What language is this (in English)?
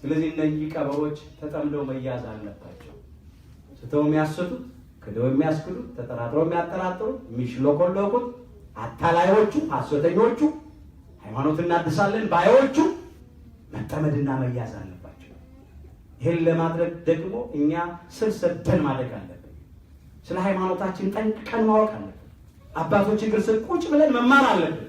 Amharic